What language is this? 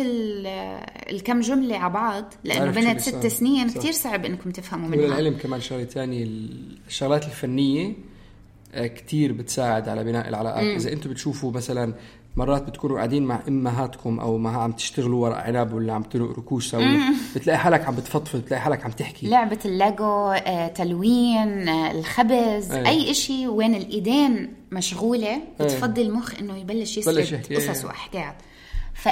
North Levantine Arabic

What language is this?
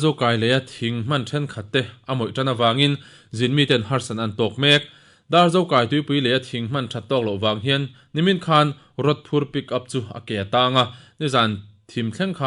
Mizo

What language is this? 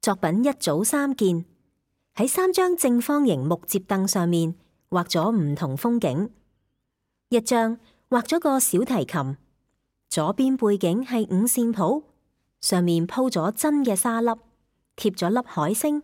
Cantonese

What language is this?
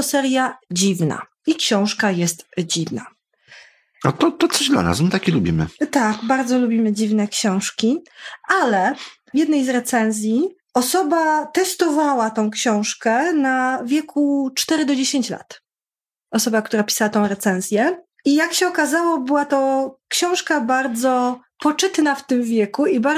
Polish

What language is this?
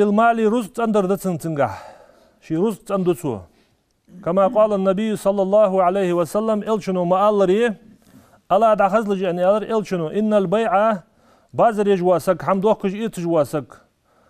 Ingush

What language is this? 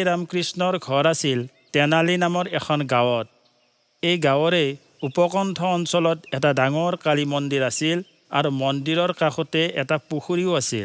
Assamese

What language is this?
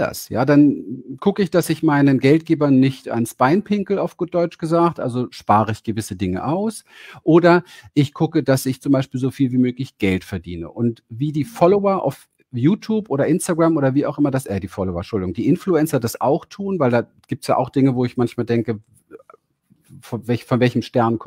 German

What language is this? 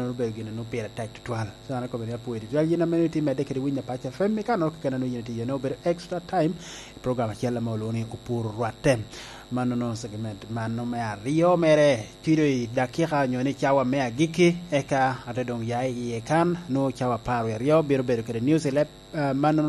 Lango (Uganda)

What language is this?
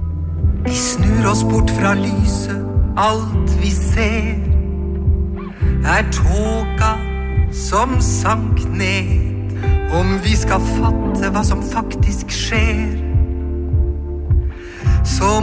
Norwegian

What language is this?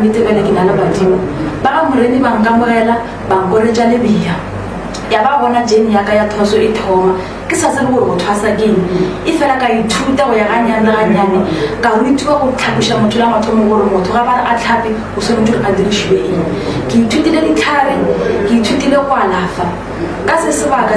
Northern Sotho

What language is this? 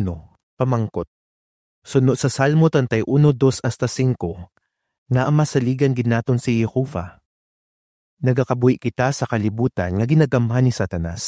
Hiligaynon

